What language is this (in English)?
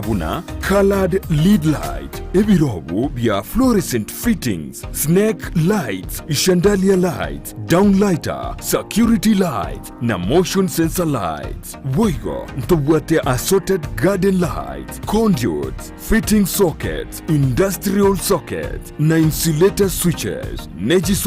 Gusii